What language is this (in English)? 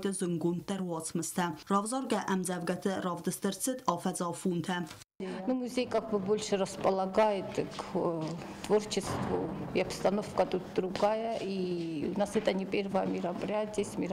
Ossetic